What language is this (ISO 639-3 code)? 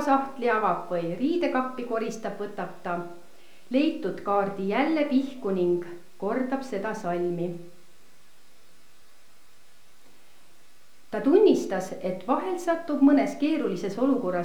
est